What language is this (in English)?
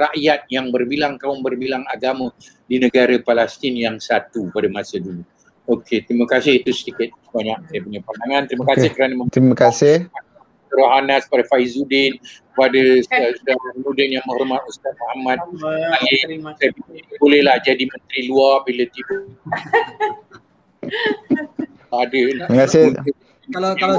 Malay